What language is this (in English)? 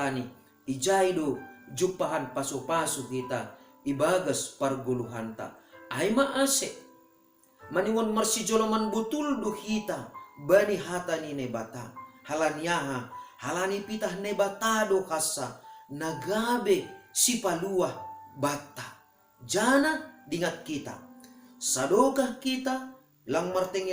Batak Simalungun